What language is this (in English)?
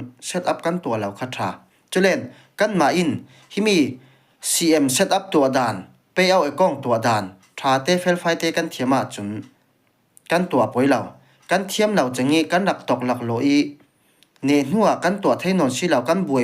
Falam Chin